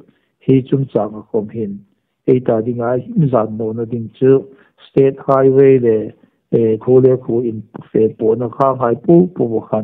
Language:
Hmar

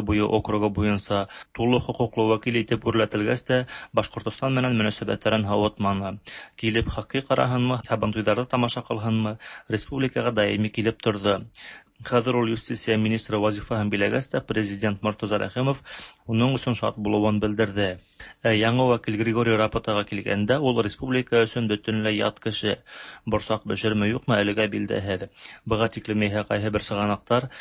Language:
Tatar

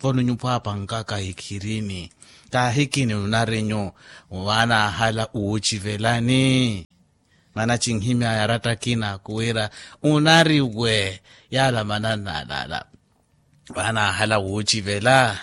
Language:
Makhuwa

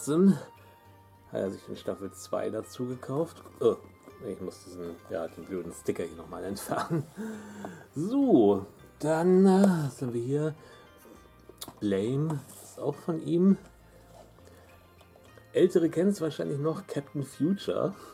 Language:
German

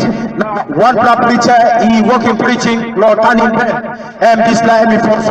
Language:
Tok Pisin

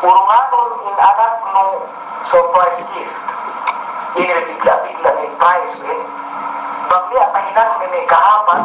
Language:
Yakan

